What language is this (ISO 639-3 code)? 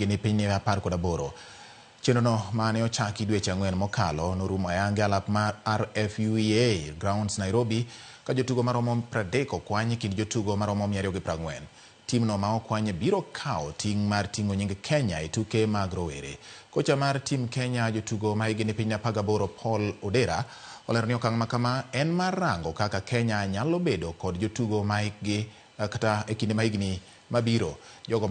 luo